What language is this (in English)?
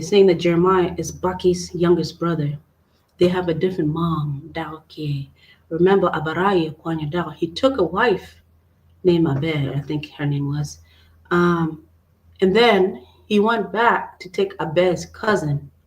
Acoli